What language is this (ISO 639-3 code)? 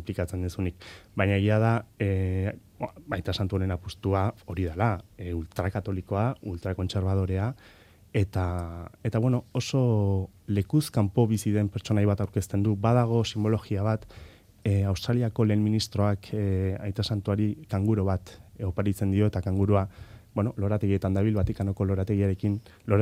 eus